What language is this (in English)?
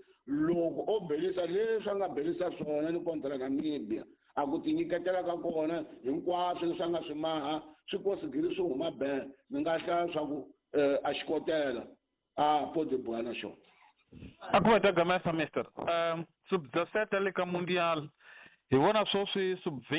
Tsonga